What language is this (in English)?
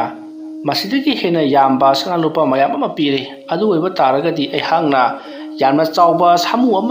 Manipuri